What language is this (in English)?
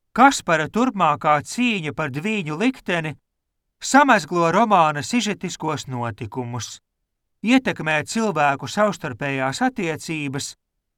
Latvian